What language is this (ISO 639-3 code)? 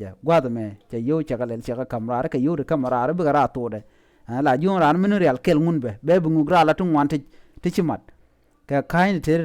nus